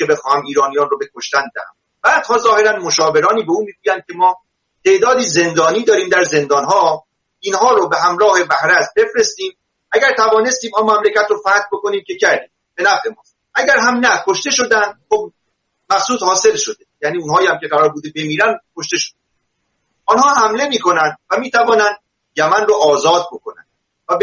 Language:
Persian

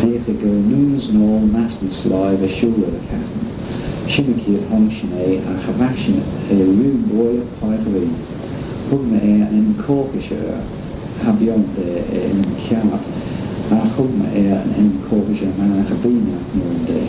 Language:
Manx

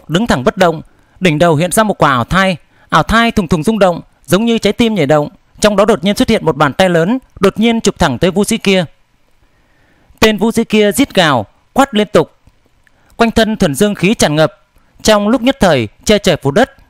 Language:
Vietnamese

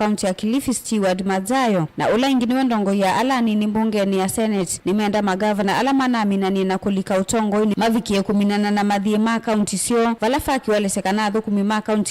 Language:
Kamba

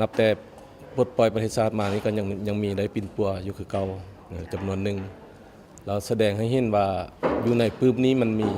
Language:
Lao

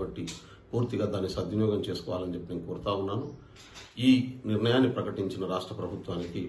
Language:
Telugu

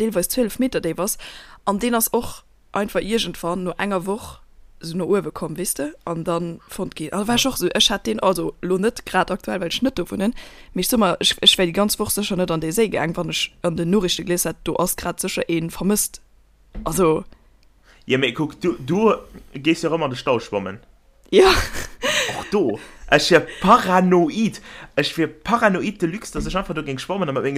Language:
Luxembourgish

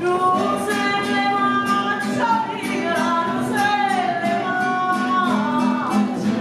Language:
Neapolitan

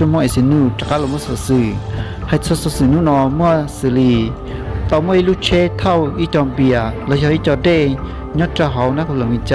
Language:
Hmong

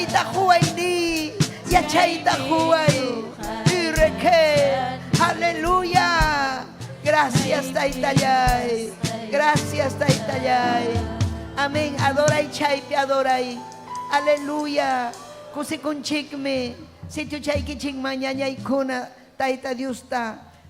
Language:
Ayacucho Quechua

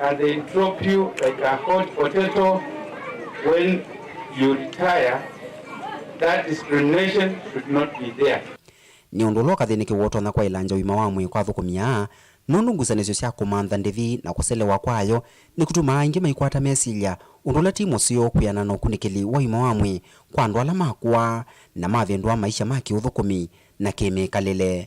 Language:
Kamba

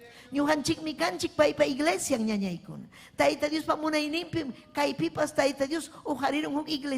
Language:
Ayacucho Quechua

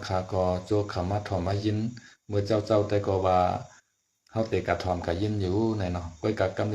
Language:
Shan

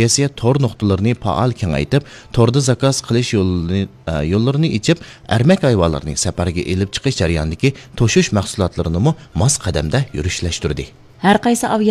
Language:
Uyghur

